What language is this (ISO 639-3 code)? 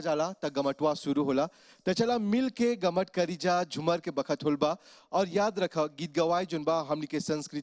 bho